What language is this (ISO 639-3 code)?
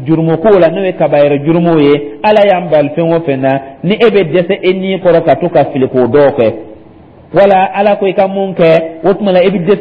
dyu